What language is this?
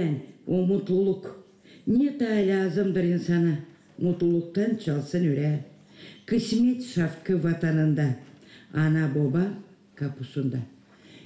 Gagauz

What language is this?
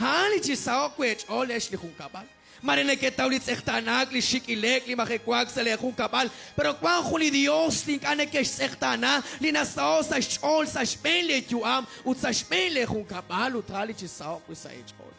Kekchí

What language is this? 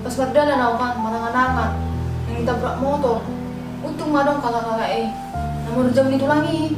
Batak Toba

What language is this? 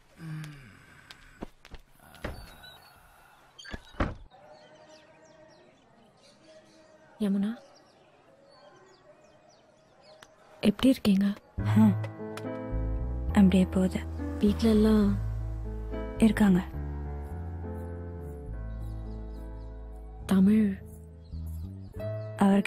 Tamil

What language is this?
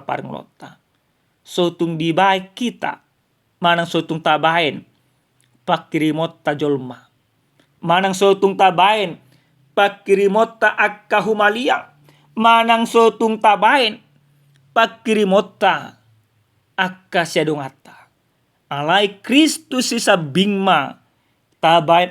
Batak Toba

